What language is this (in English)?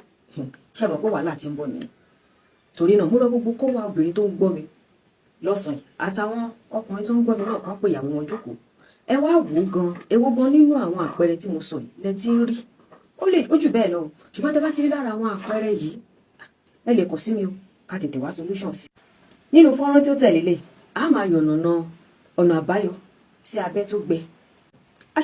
Yoruba